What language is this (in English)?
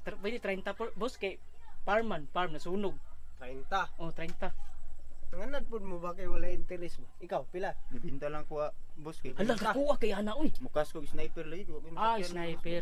Cebuano